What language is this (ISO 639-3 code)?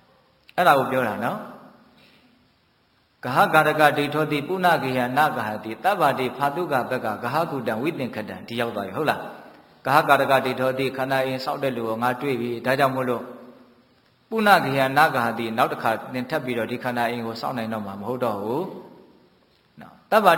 mya